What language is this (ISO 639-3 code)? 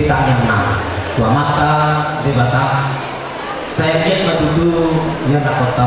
bbc